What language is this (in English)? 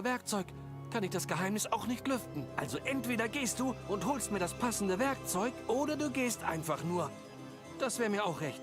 Swiss German